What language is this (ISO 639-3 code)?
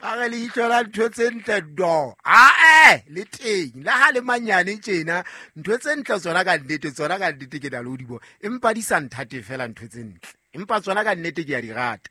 sot